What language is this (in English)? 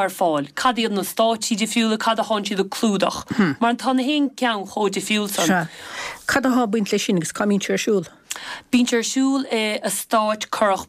Irish